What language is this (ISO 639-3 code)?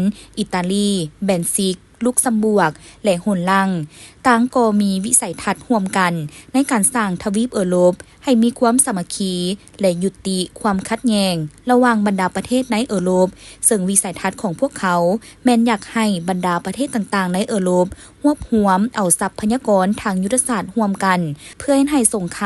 lao